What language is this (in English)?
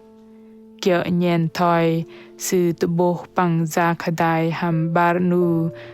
Bahnar